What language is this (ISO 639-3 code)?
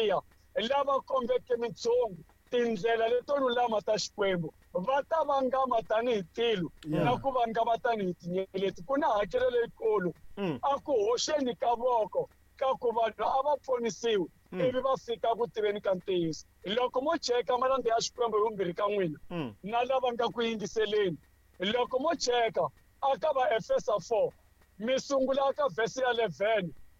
tso